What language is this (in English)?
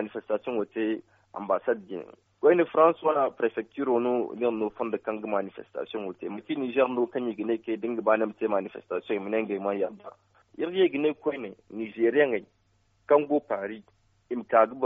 Zarma